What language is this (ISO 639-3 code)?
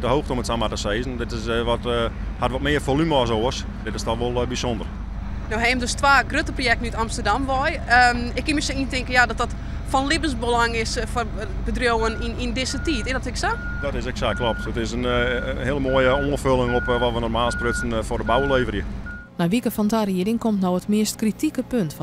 fry